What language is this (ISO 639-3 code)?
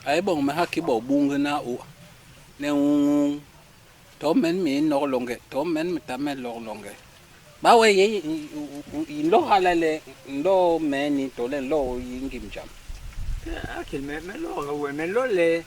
bas